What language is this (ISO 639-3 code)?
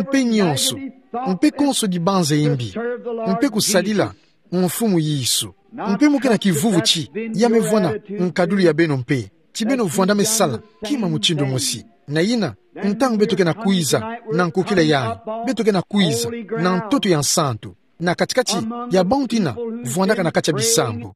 ktu